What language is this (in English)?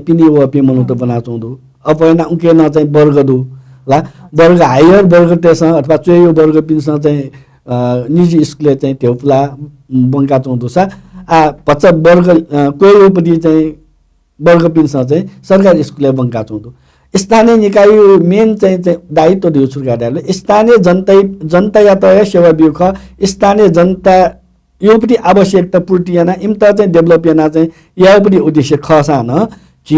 Newari